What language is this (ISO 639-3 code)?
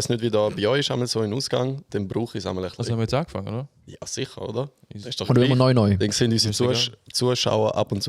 gsw